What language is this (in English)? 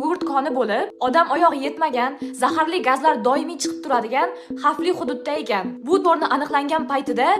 Uzbek